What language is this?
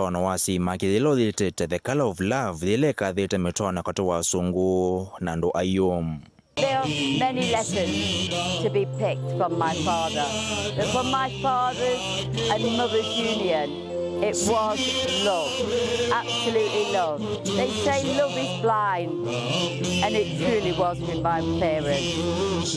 Kamba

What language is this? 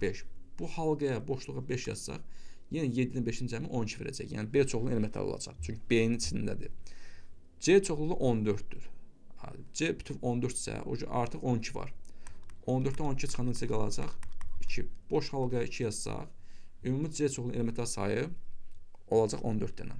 Azerbaijani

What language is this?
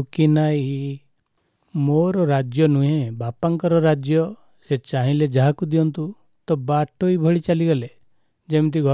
Odia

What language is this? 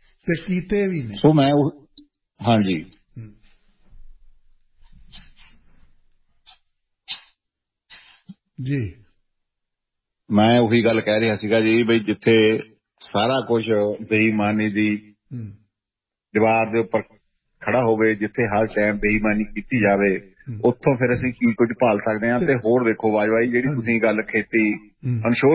Punjabi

